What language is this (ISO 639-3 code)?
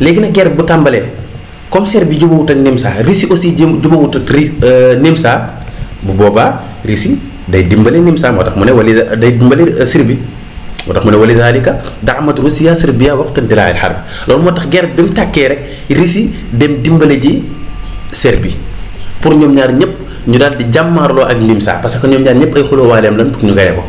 wol